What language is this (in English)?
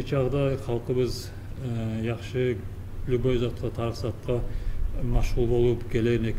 Kumyk